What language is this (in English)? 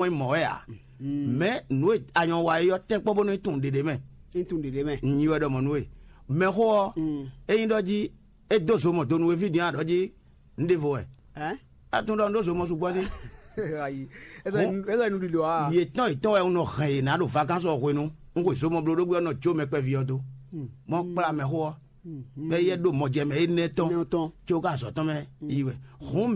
Fon